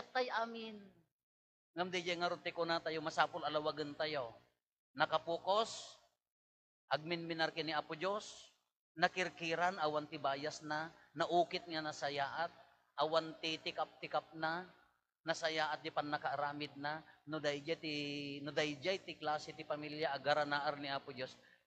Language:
Iloko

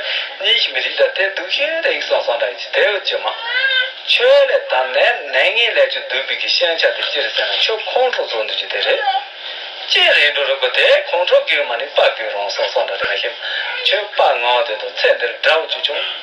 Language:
Tibetan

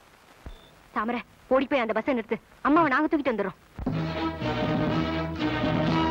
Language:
Tamil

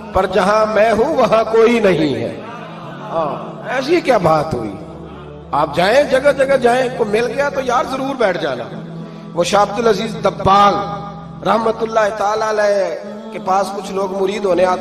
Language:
Urdu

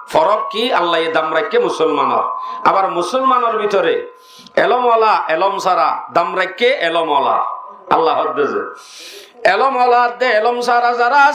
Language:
Rohingya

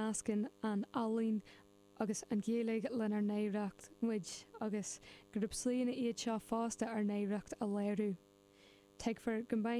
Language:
Irish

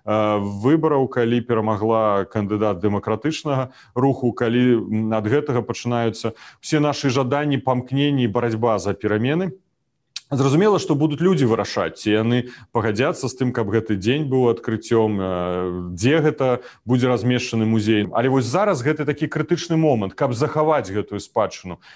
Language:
Belarusian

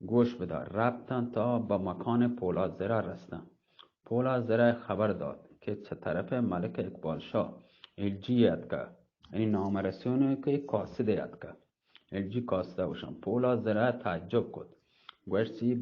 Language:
Eastern Balochi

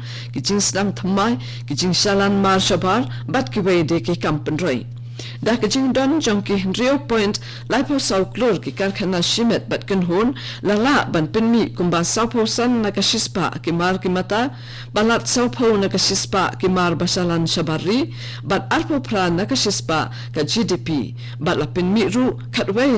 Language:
Khasi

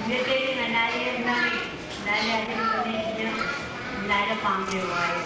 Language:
Marshallese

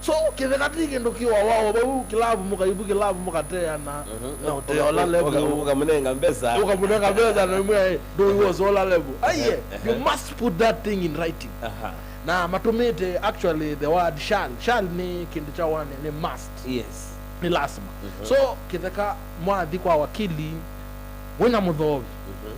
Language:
Kamba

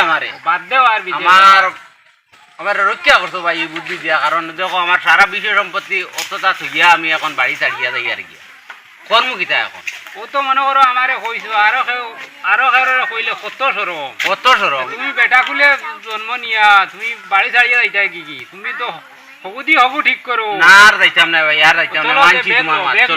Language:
Sylheti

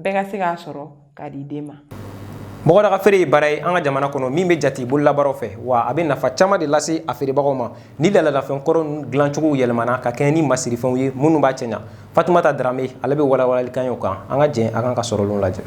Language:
Bambara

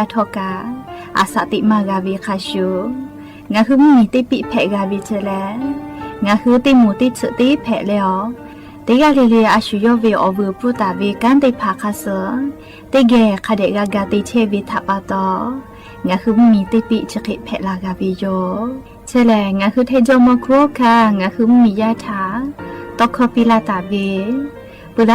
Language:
Lahu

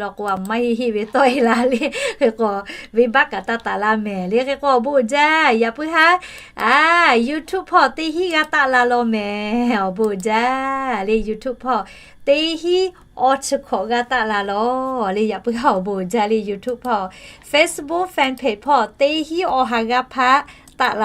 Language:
Lahu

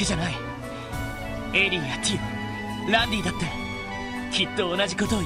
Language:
Japanese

